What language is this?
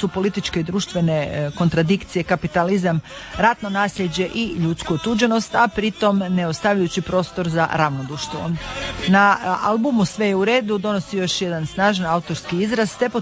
Croatian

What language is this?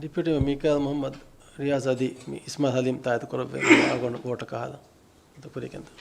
Divehi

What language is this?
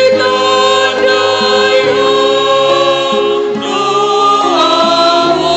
Batak Simalungun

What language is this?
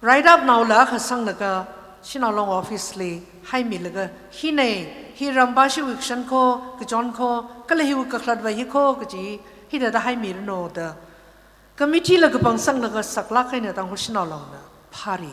Tangkhul Naga (India)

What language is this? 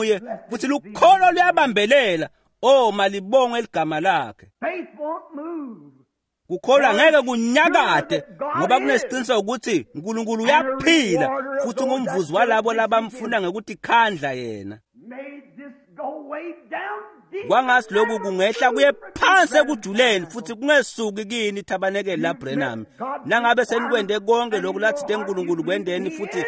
Swati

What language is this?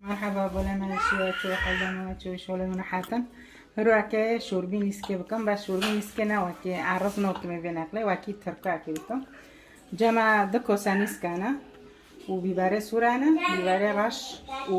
Kurdish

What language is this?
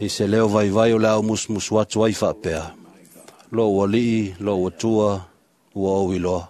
Samoan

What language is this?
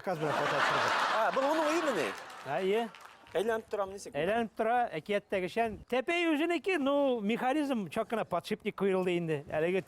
Bashkir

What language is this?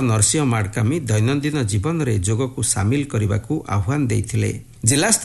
Odia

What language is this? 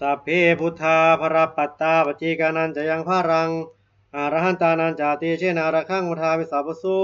Pali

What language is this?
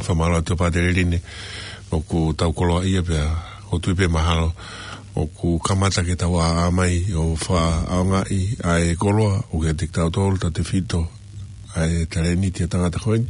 Tongan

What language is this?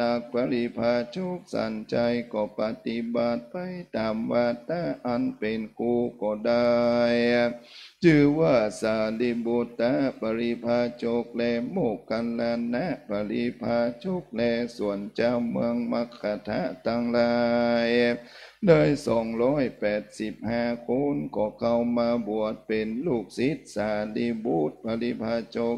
Thai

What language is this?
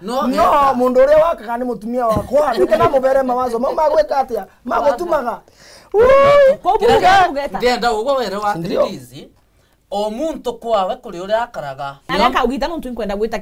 Meru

